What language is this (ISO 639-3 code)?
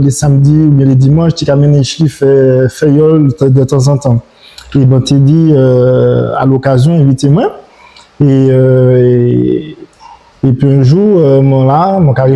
gcf